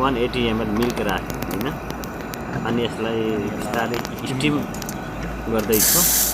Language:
Nepali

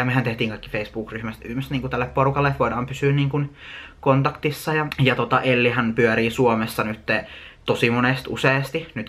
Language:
Finnish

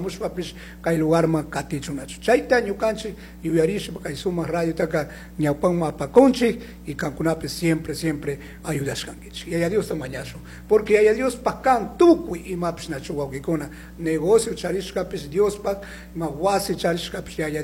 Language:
Chimborazo Highland Quichua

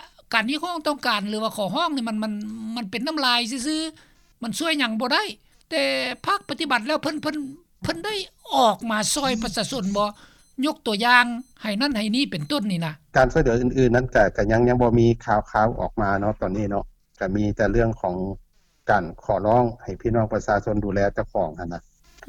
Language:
Lao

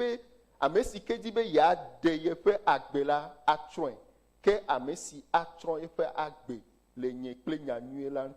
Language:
Ewe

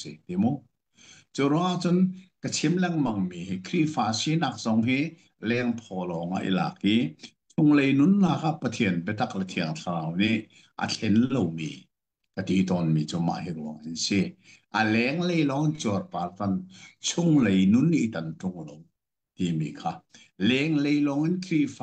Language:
Hakha Chin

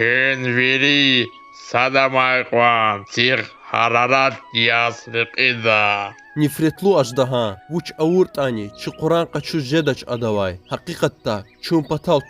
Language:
Lezghian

